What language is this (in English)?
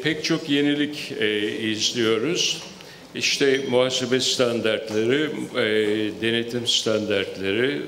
Turkish